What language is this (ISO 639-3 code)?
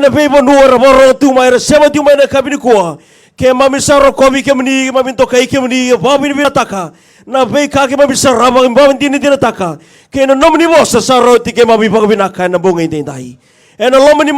fij